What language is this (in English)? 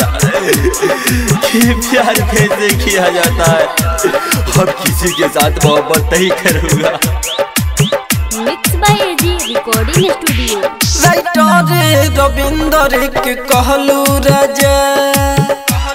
Bhojpuri